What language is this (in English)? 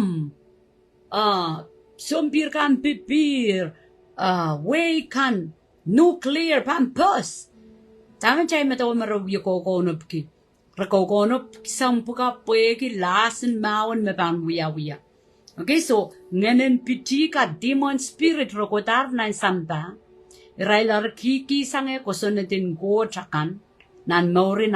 Pohnpeian